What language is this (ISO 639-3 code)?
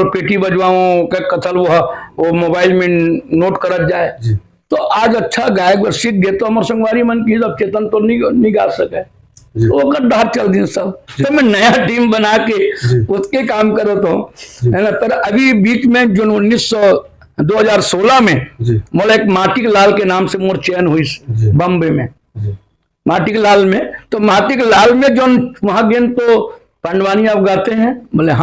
hne